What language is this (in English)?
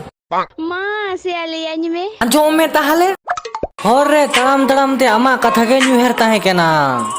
Santali